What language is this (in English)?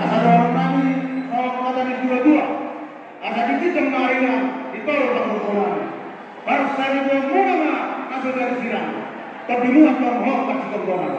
Batak Toba